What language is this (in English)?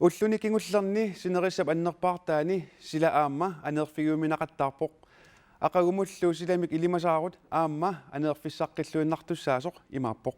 Kalaallisut